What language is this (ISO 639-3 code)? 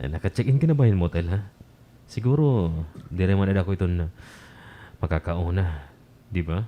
war